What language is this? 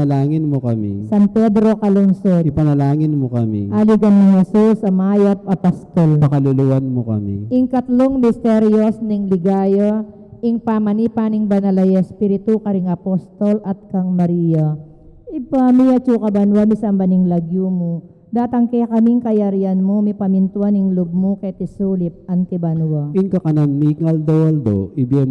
Pampanga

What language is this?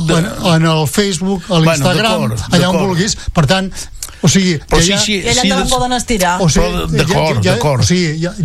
Catalan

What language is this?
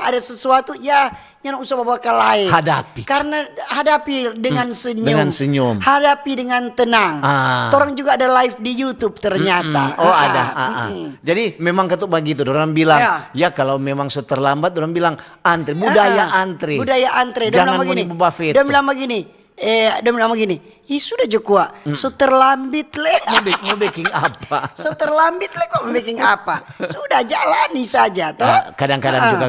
Manado Malay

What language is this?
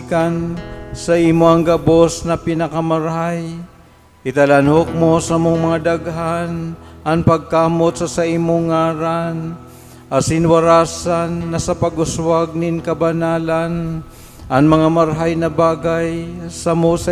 Bikol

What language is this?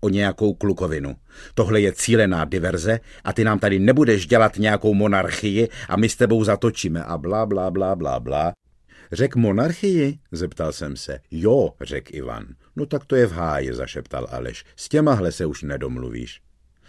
Czech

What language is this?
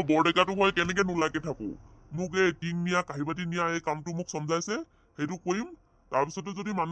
Assamese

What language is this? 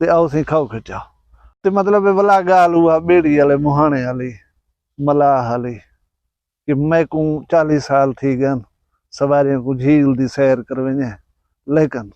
Saraiki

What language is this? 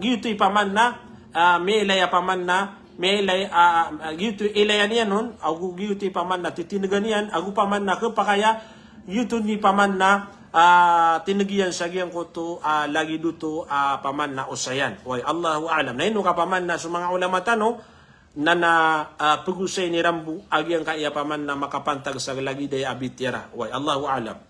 Maranao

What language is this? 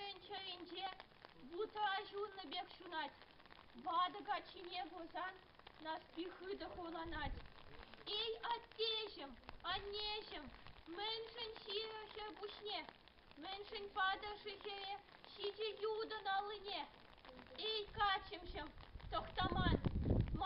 Chuvash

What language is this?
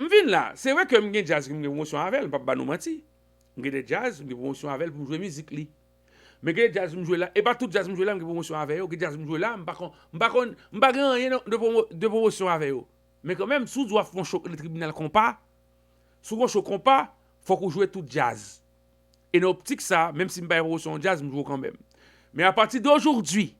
Haitian Creole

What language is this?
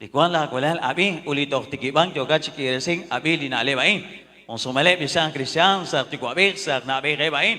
Kekchí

